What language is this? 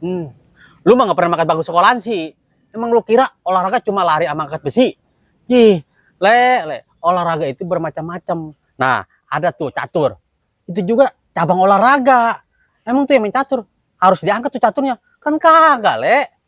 Betawi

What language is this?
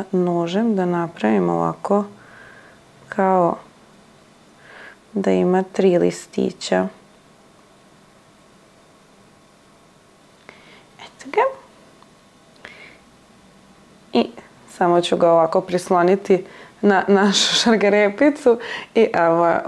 Serbian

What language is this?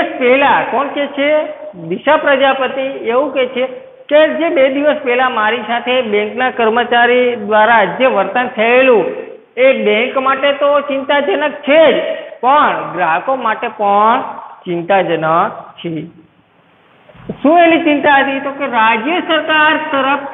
Gujarati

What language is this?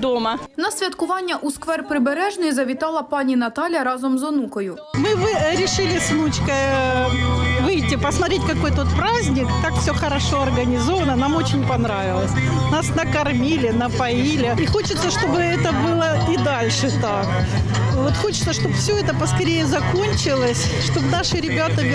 Ukrainian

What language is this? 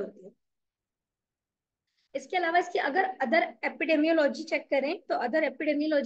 Hindi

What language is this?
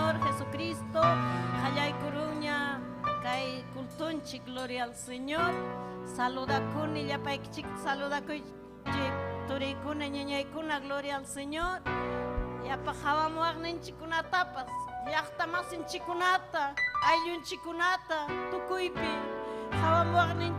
Ayacucho Quechua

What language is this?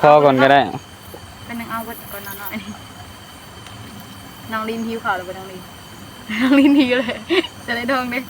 Northeastern Thai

